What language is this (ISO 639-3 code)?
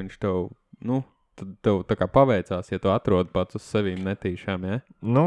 lav